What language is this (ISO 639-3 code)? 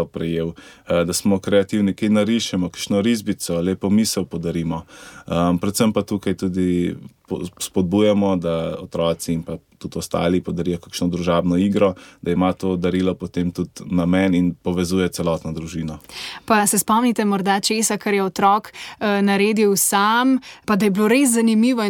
slv